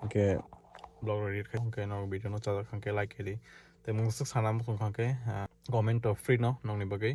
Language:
Kok Borok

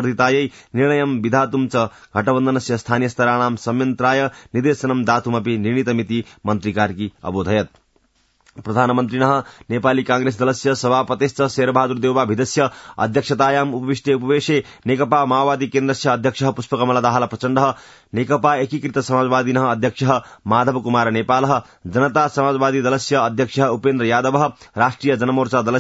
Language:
Sanskrit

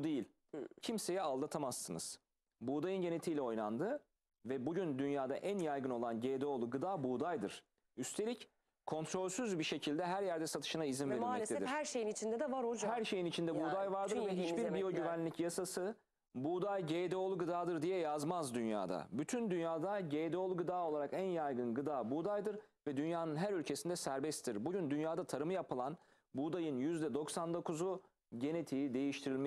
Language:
Turkish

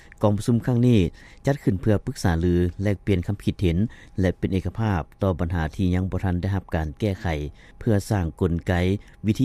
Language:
Lao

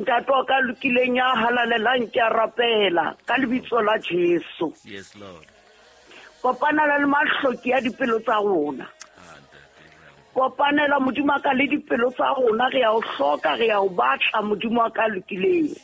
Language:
Southern Sotho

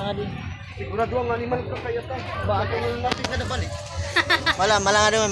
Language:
Waray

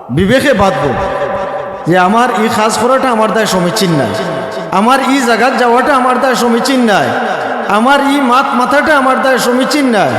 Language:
Sylheti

